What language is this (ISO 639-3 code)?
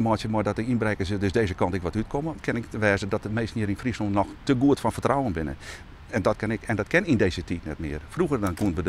fry